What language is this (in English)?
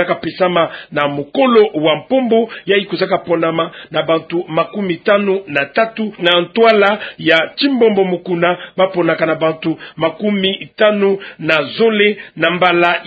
Kituba (Democratic Republic of Congo)